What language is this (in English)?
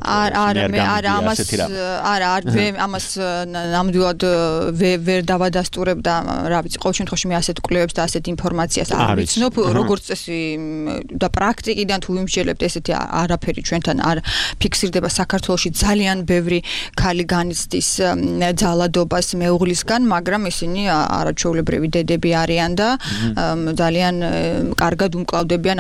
Georgian